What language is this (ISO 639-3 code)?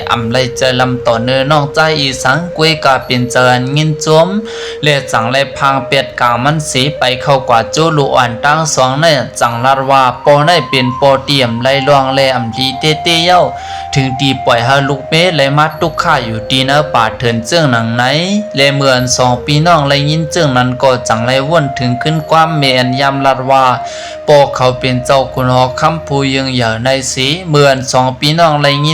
shn